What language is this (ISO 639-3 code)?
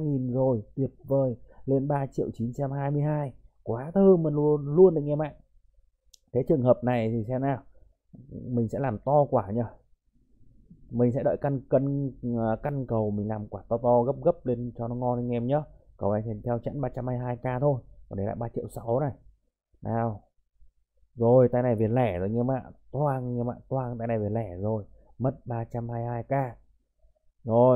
vie